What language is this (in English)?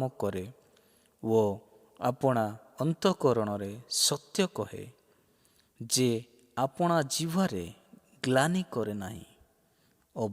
Odia